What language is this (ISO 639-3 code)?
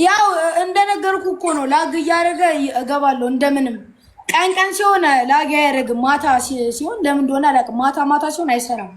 amh